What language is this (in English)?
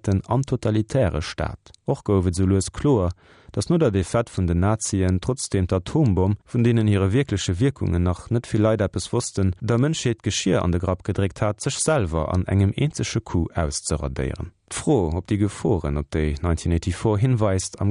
Luxembourgish